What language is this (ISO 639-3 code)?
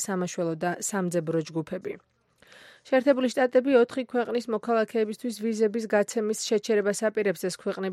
kat